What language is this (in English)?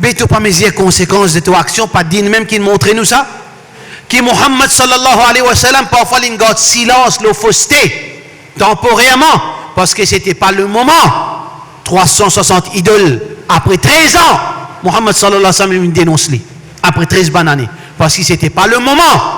Morisyen